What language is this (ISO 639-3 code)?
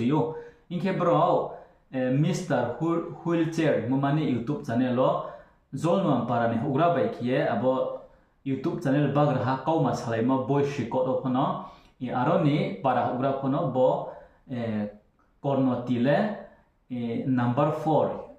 ria